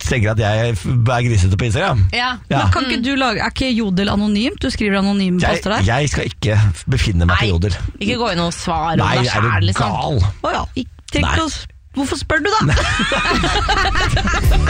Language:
Norwegian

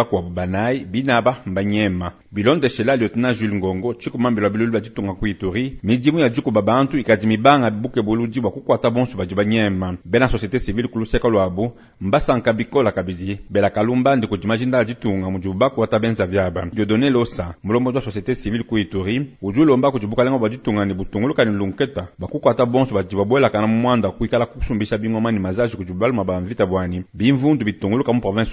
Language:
Luba-Lulua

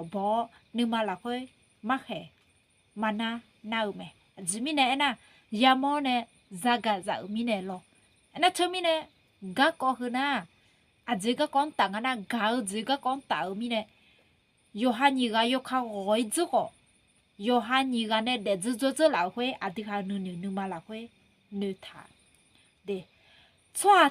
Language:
Akha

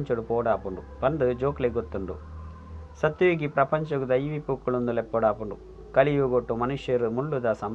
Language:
Tulu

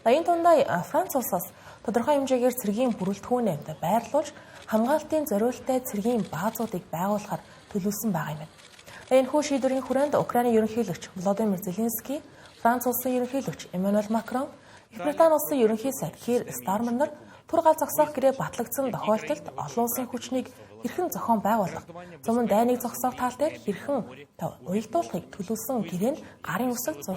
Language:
Mongolian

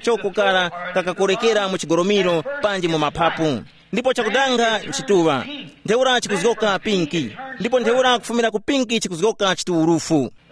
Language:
Tumbuka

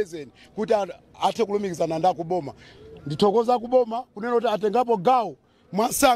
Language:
Nyanja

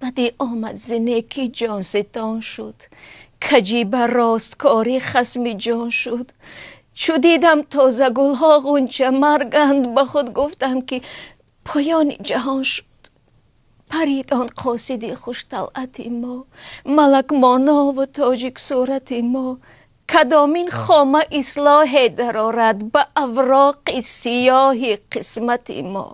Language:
Tajik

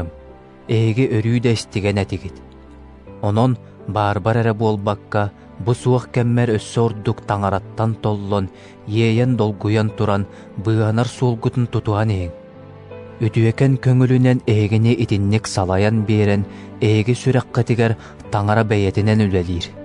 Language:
Yakut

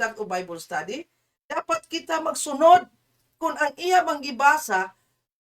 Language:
Cebuano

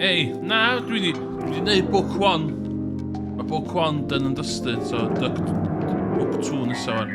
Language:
Welsh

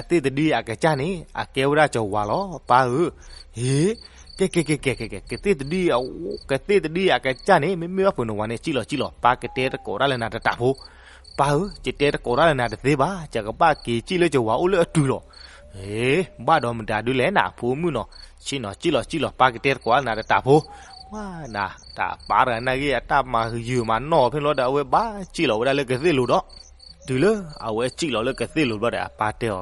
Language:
S'gaw Karen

